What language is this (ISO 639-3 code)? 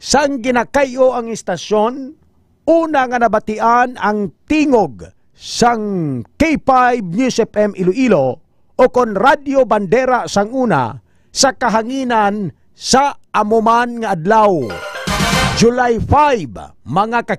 hil